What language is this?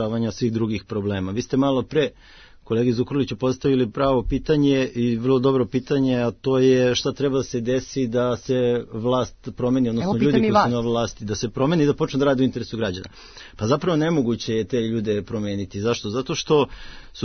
Serbian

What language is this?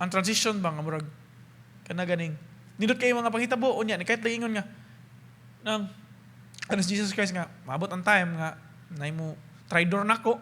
Cebuano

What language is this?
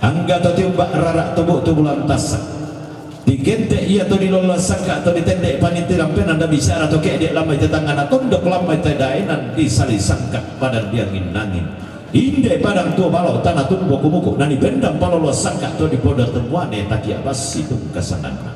Toraja-Sa'dan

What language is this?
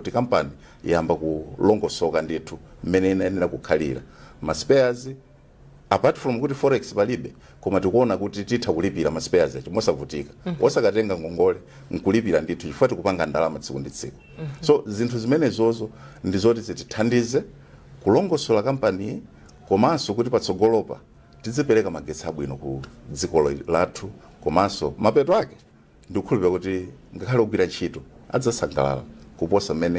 Nyanja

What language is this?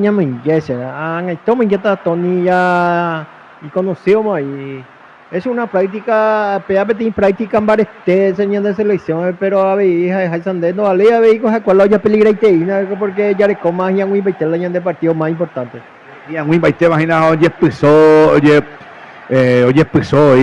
Guarani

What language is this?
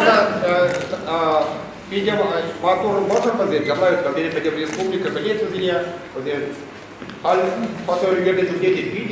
Chuvash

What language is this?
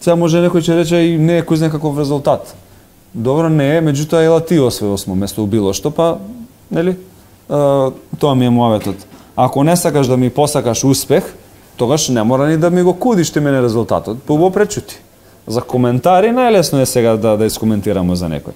Macedonian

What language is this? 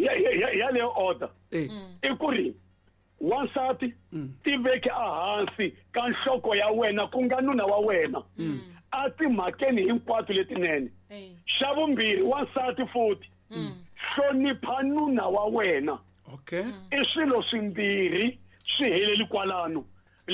Tsonga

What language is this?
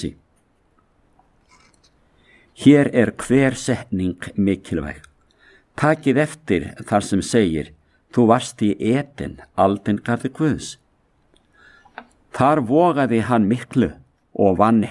Icelandic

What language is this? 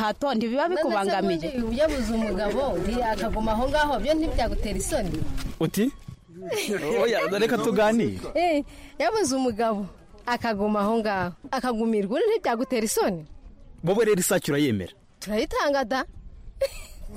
Kinyarwanda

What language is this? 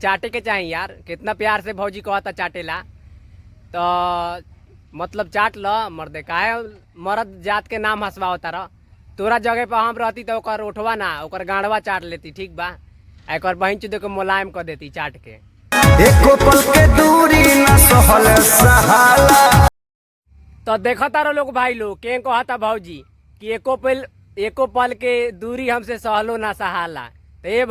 Bhojpuri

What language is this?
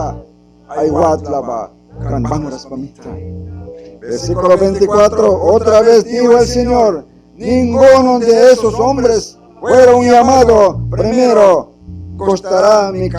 Mískito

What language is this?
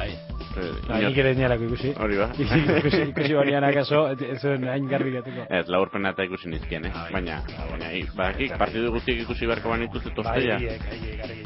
Basque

